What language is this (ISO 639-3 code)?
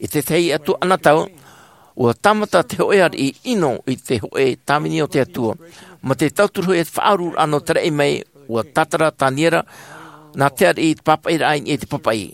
tah